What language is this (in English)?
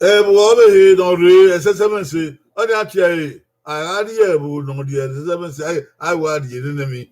Bini